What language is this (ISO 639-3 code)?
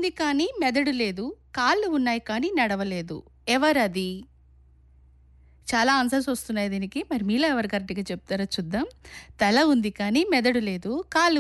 tel